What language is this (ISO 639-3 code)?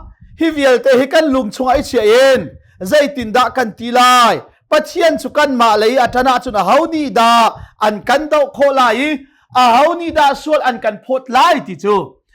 cnh